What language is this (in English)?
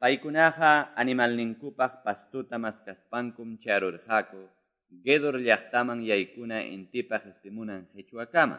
Quechua